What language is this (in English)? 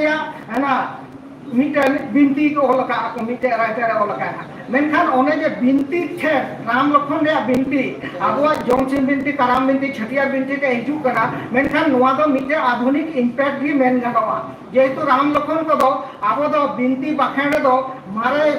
Santali